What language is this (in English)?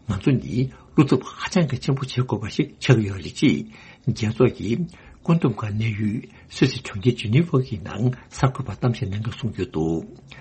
Tibetan